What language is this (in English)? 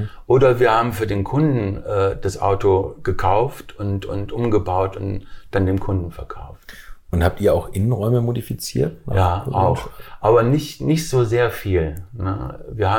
German